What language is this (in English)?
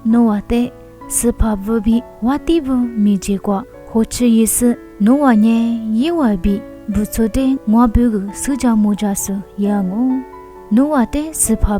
Lisu